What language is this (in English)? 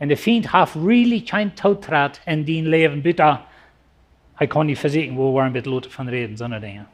Plautdietsch